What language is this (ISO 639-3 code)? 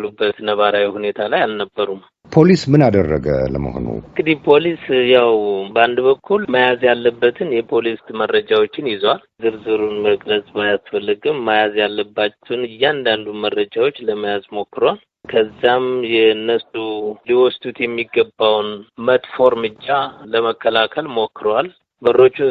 amh